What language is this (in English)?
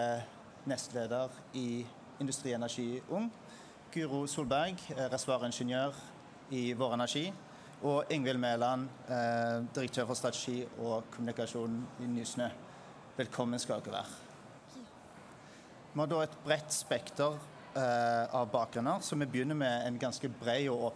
Norwegian